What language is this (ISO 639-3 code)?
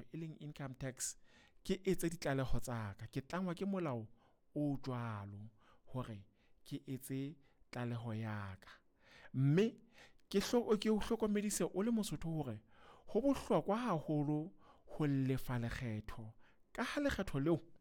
sot